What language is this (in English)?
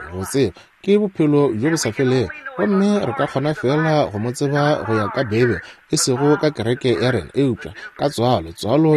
Northern Sotho